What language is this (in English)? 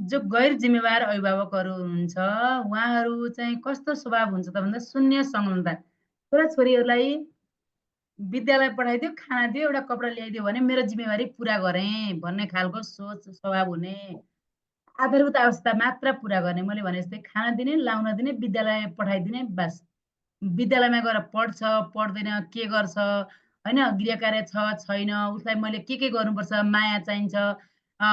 Nepali